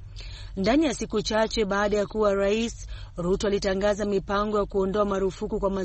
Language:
Swahili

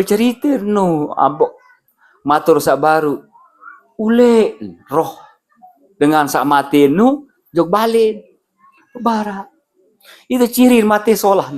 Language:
Sasak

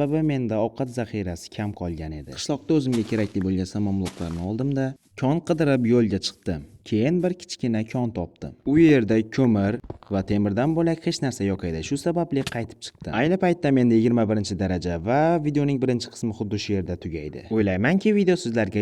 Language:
Uzbek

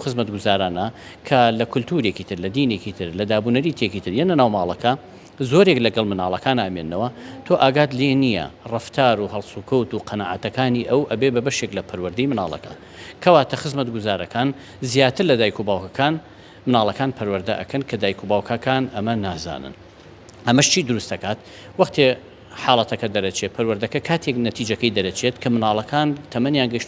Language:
Central Kurdish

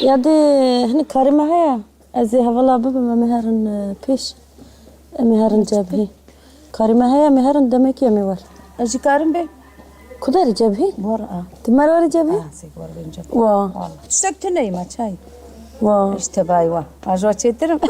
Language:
Kurdish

